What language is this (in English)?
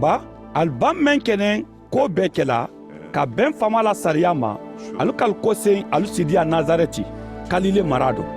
Mandingo